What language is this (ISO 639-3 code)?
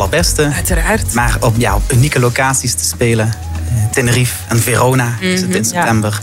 nld